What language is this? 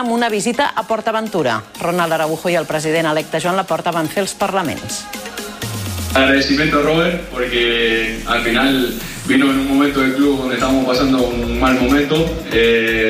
Catalan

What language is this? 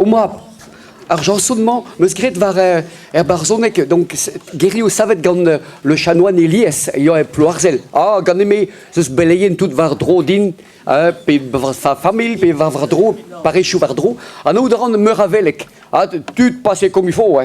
Breton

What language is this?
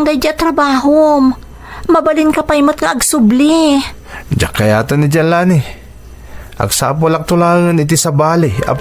Iloko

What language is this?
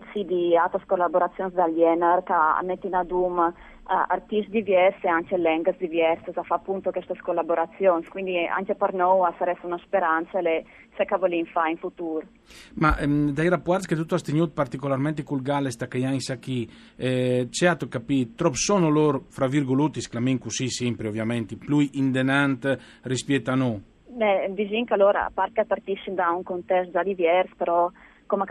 Friulian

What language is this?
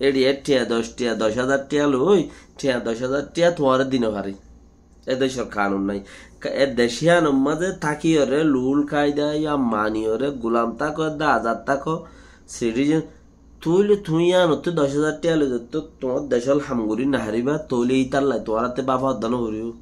Rohingya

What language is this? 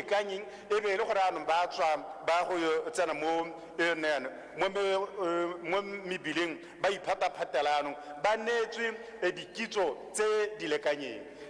Tswana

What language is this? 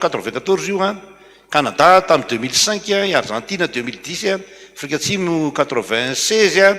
Malagasy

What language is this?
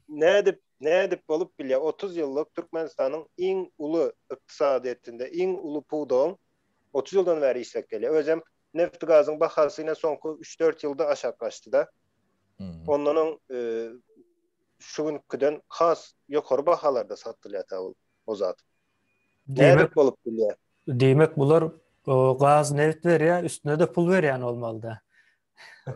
Turkmen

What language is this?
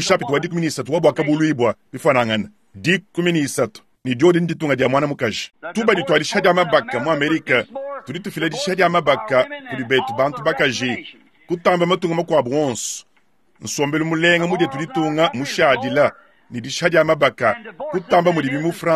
Luba-Lulua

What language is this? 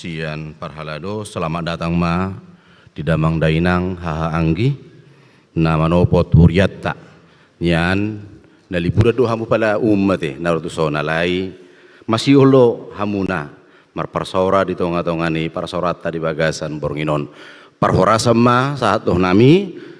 Batak Toba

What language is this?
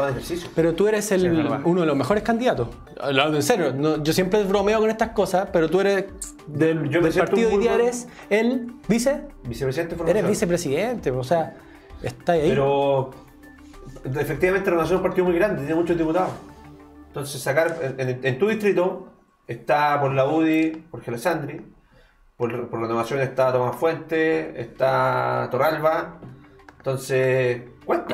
Spanish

